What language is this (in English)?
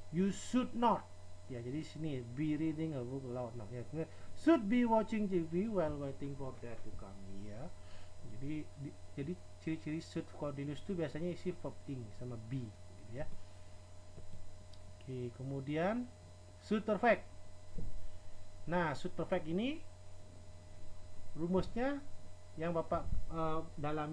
Indonesian